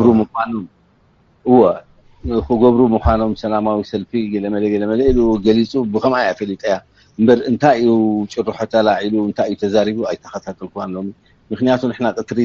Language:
Tigrinya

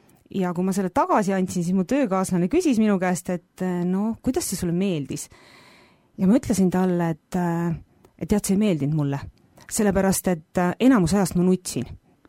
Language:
Estonian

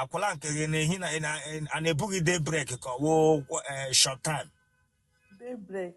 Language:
Igbo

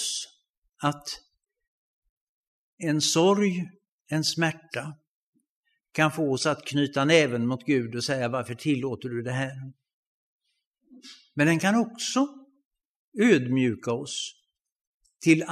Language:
Swedish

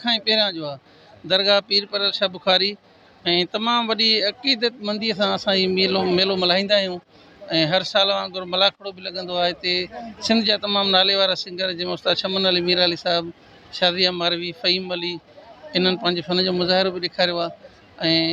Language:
Sindhi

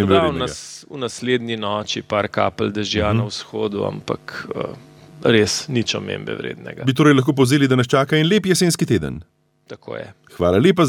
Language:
Slovenian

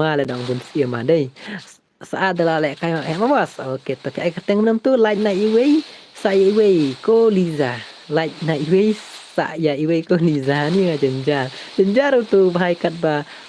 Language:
Khasi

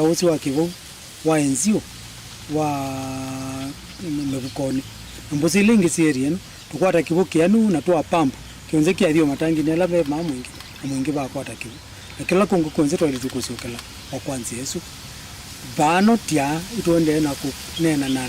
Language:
Kamba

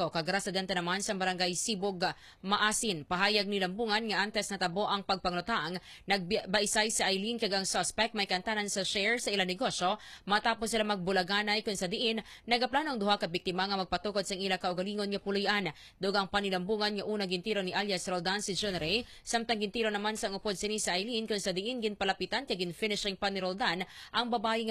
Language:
Hiligaynon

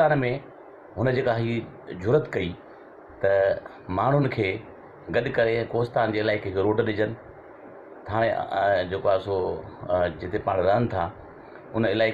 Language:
Sindhi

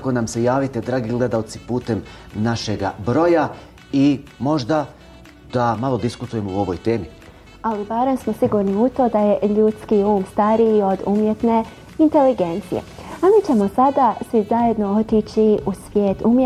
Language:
Bosnian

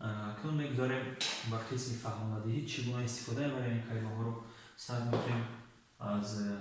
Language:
Tajik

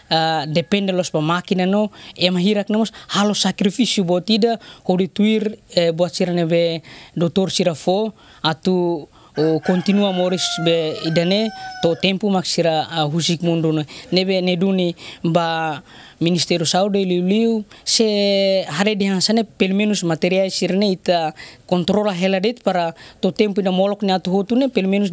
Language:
Tetum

